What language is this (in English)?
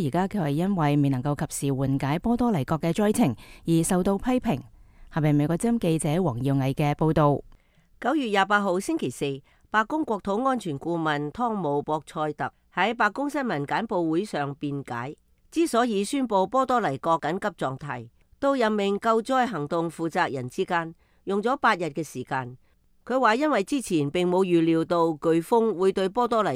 Cantonese